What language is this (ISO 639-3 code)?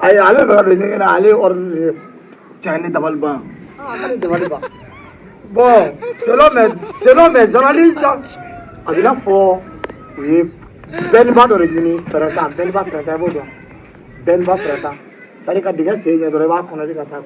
bam